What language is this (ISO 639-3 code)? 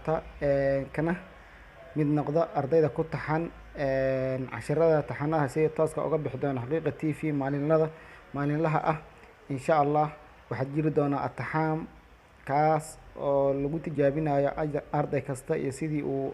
som